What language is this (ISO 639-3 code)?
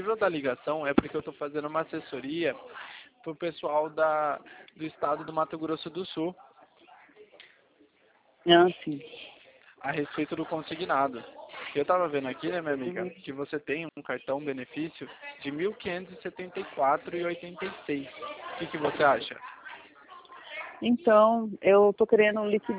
por